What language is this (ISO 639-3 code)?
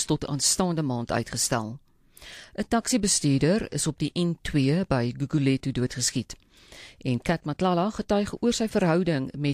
afr